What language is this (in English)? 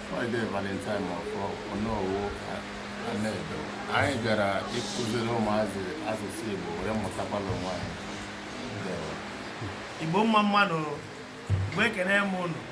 Igbo